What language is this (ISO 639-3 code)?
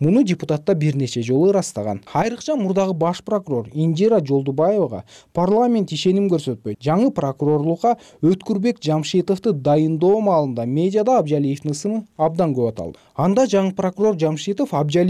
kir